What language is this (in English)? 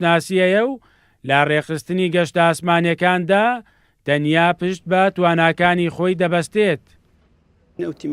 Central Kurdish